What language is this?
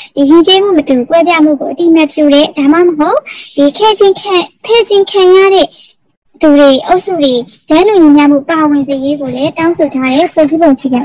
Burmese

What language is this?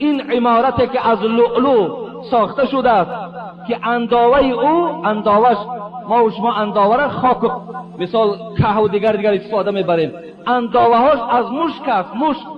Tajik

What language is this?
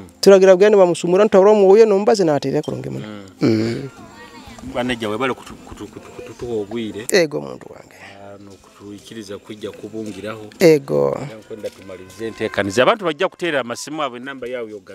Nyoro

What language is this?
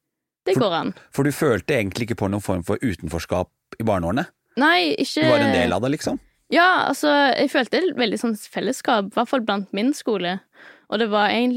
Norwegian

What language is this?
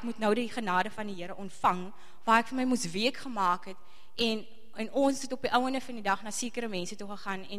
Afrikaans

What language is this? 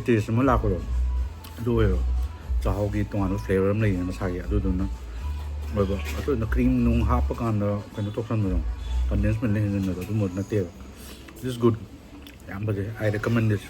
Manipuri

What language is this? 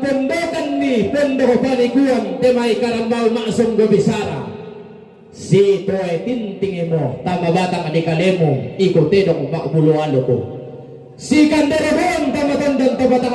Toraja-Sa'dan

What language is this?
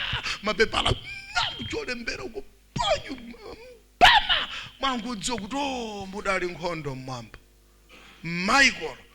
Nyanja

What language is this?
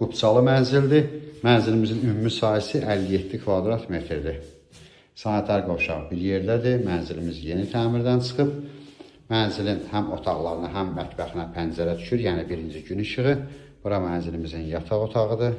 Azerbaijani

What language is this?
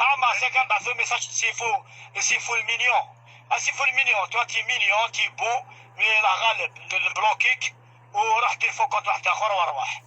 Algerian Arabic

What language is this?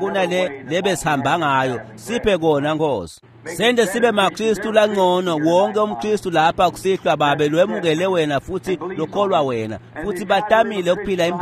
Swati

